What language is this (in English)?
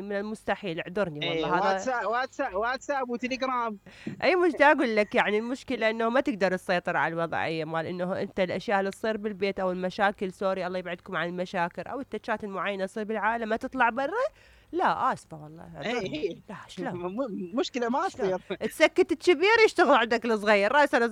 Mesopotamian Arabic